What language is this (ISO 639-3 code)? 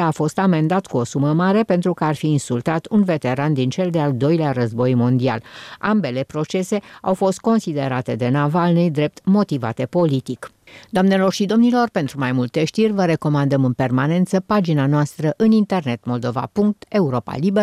ron